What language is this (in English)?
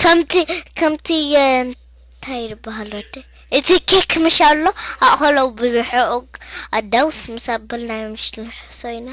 Tigrinya